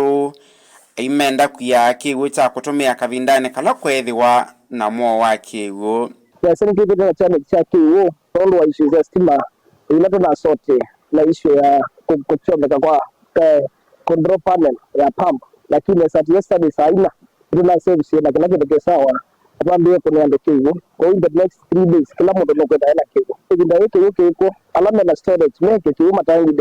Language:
Kamba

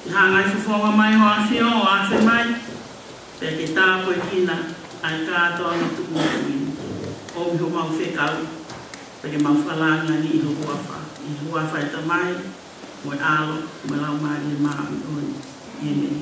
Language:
Tongan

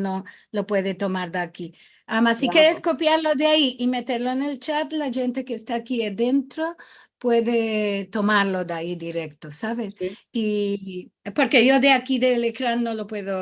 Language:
Ladino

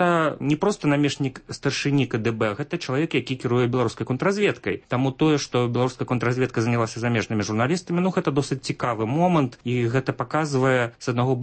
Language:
Belarusian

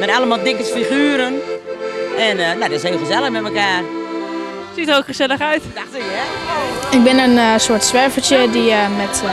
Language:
Dutch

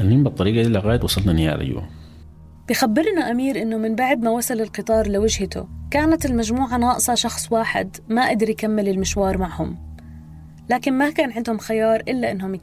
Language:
North Levantine Arabic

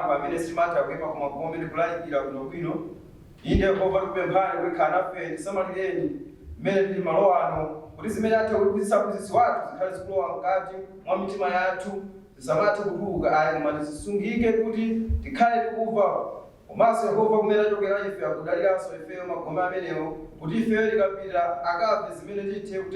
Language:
Nyanja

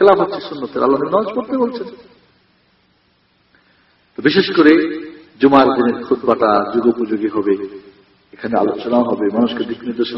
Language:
Bangla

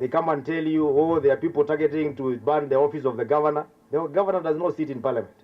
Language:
Meru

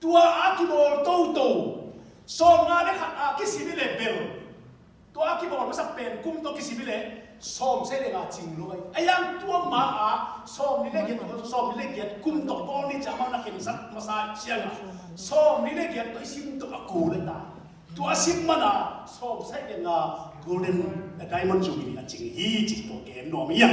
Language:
Tedim Chin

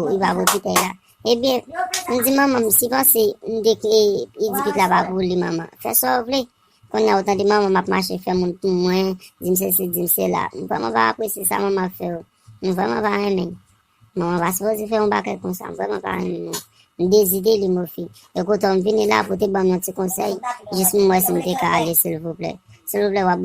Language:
Haitian Creole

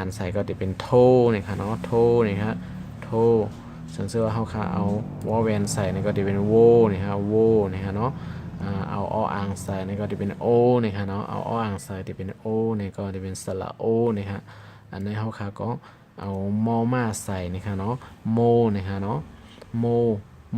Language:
Shan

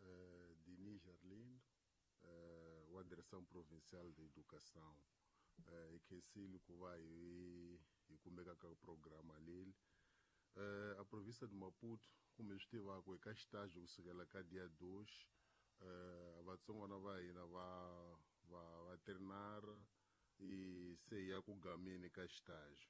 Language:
Tsonga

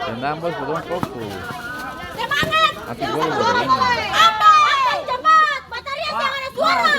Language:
Ambonese Malay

